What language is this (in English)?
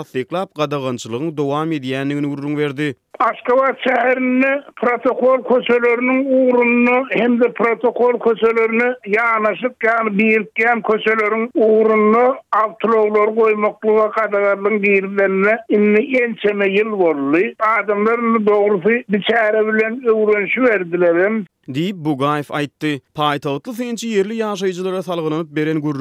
Turkmen